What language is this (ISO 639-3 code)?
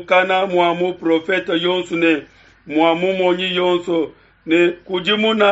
lua